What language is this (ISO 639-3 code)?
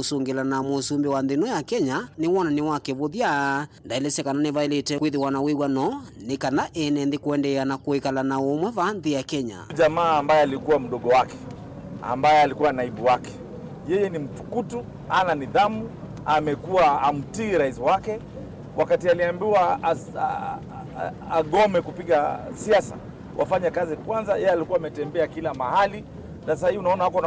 kam